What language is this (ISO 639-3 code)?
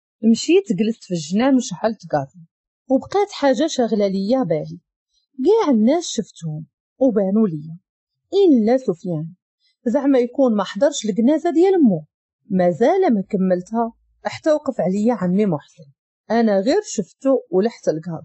ary